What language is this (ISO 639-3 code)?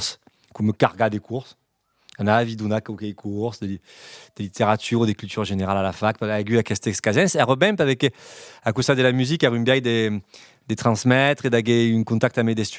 oci